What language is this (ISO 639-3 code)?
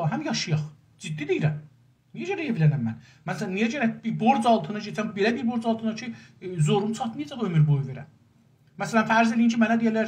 azb